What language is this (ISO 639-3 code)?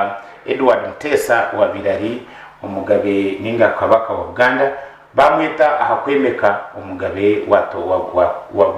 nyn